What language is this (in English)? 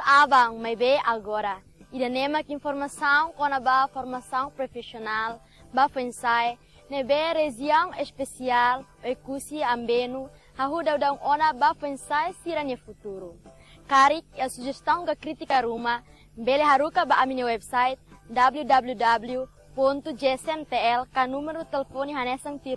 Tetum